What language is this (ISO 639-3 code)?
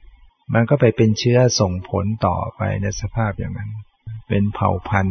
tha